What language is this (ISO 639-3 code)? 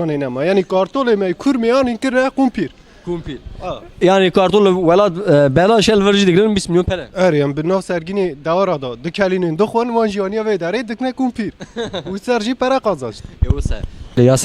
kur